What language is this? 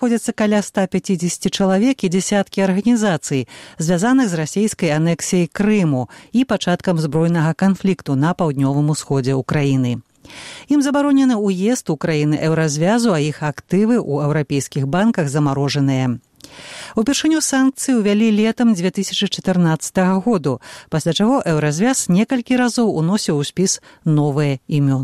Belarusian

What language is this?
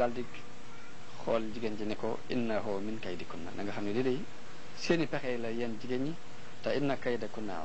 Wolof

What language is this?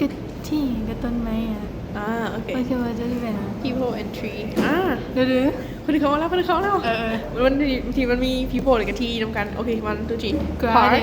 Lao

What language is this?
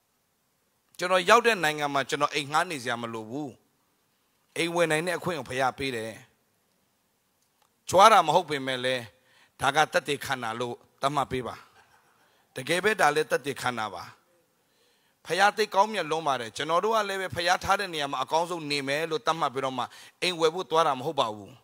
Burmese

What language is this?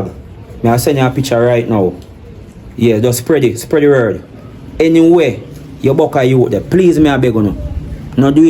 Jamaican Creole English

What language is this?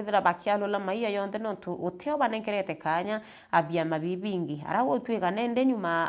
Meru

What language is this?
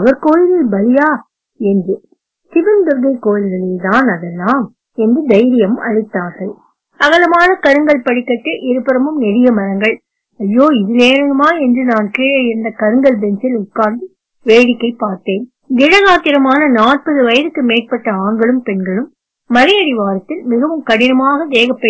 Tamil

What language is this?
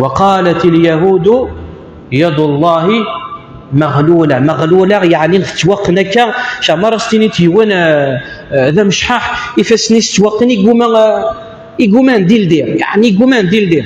Kabyle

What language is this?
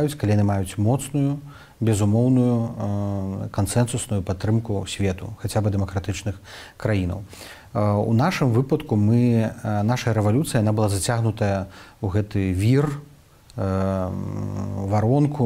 Belarusian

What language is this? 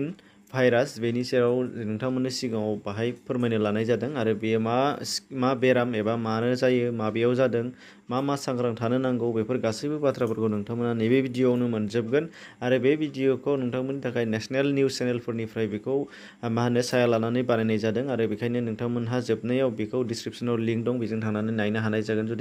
Bodo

